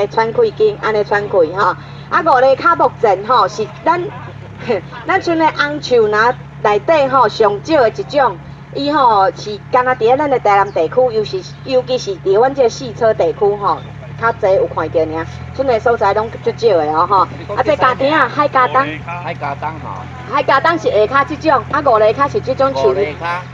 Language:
Min Nan Chinese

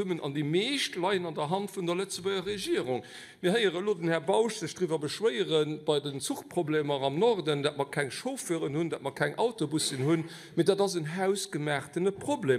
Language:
Luxembourgish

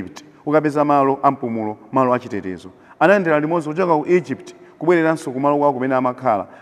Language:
Nyanja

